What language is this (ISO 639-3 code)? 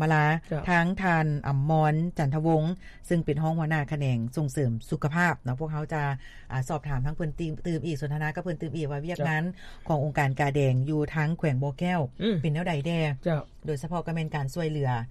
lao